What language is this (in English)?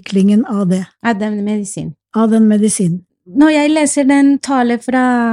Norwegian